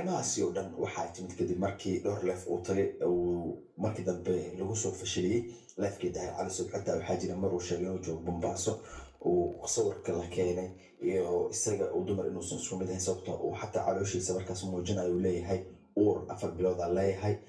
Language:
Somali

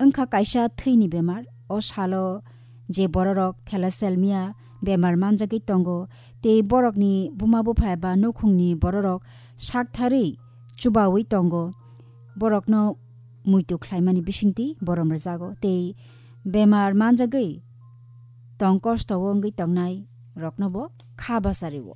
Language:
Kok Borok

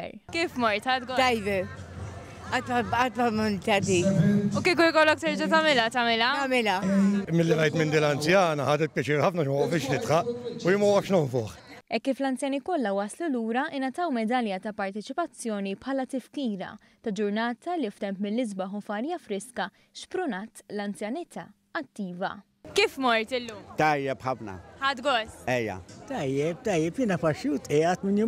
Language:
Maltese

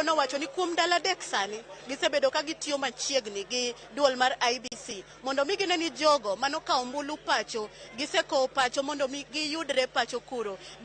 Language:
Luo (Kenya and Tanzania)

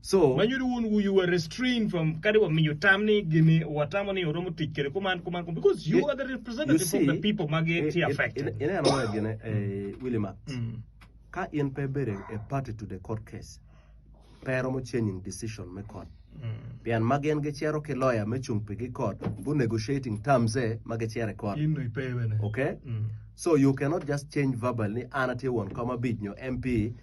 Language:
Acoli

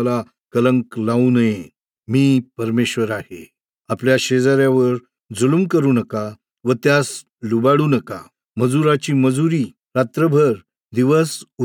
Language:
Marathi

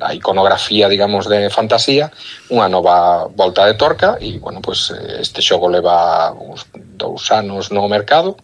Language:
Galician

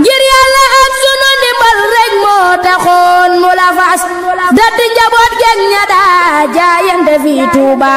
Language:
Wolof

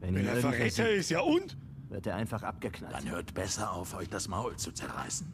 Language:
Bavarian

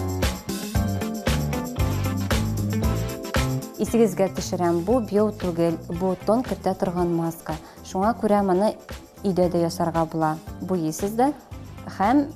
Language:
Tatar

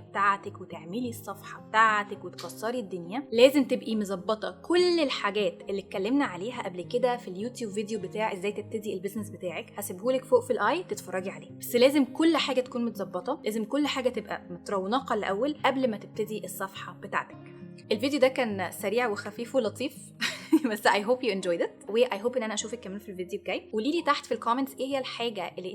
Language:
Egyptian Arabic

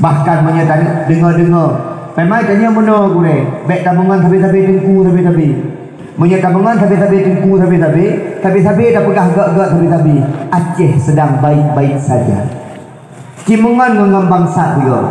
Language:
Achinese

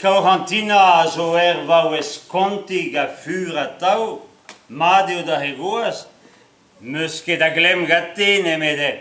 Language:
Breton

